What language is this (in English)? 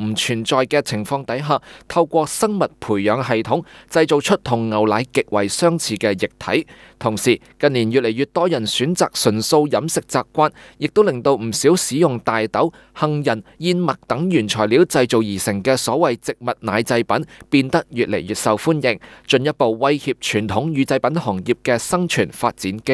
Cantonese